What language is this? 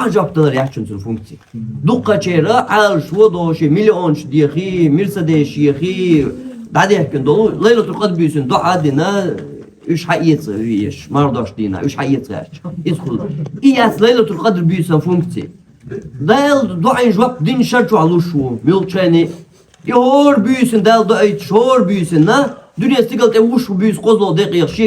Chechen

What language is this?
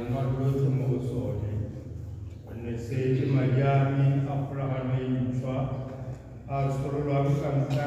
Tswana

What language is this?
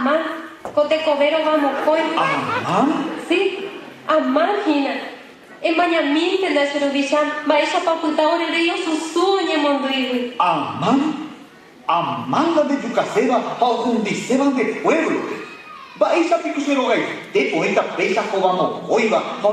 Guarani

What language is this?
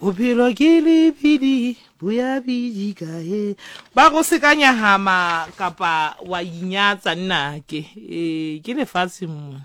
Southern Sotho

